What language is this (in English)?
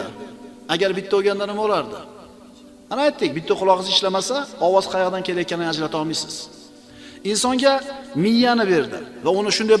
Uzbek